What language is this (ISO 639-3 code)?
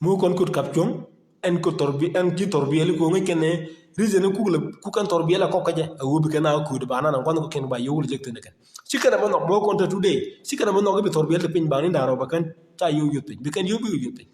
nus